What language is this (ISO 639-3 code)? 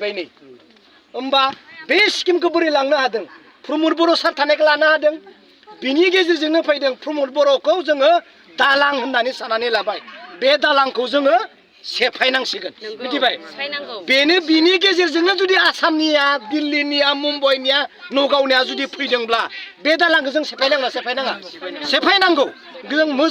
brx